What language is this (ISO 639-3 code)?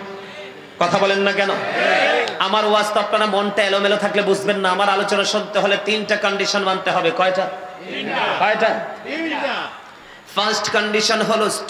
ben